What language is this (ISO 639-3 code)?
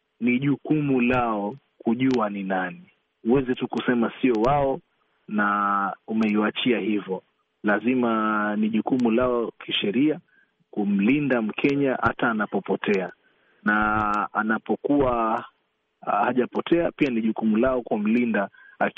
swa